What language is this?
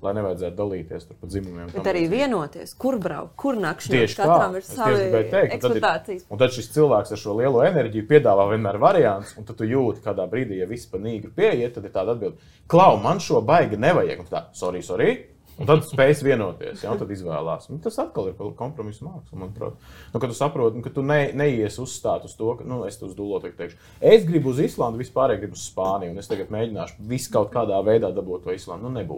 Latvian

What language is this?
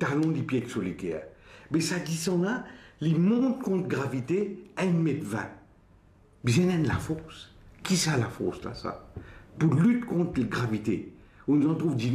Morisyen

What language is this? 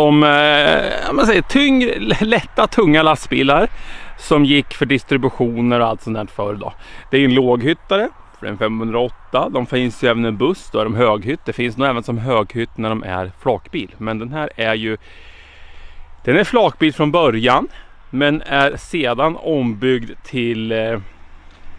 Swedish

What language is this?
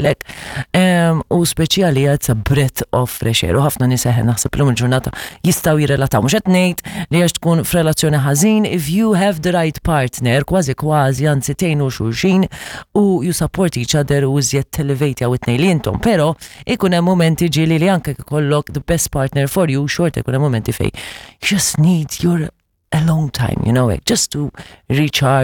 Maltese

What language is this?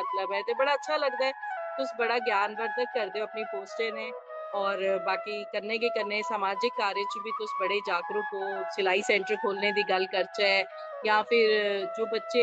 Dogri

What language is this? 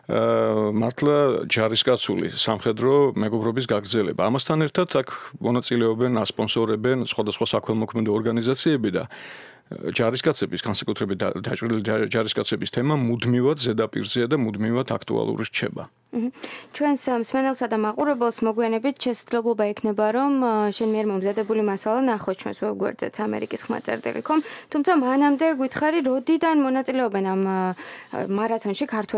Georgian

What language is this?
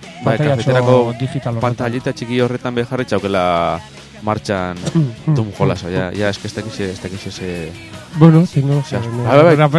Basque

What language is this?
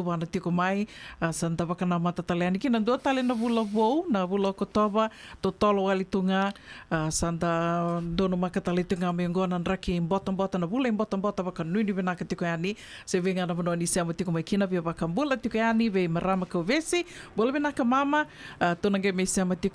Fijian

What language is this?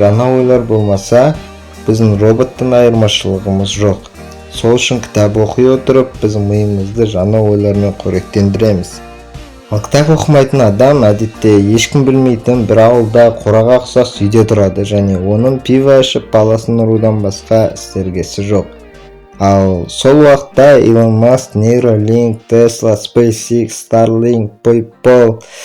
Kazakh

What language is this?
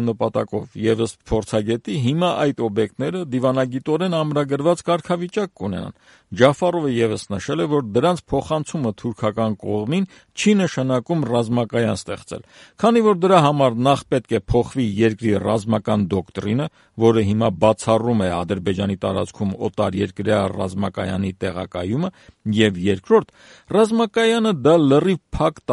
Armenian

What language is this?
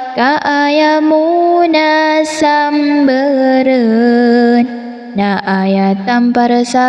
Maranao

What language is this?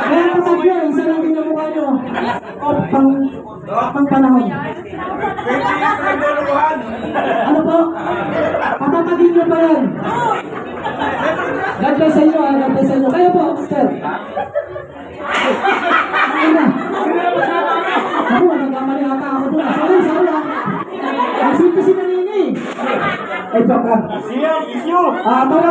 Filipino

